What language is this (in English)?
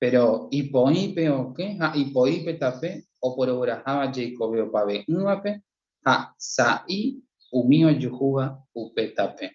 Guarani